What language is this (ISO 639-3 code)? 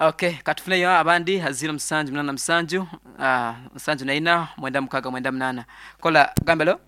nyn